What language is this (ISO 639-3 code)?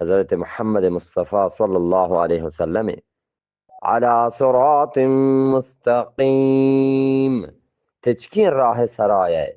bgp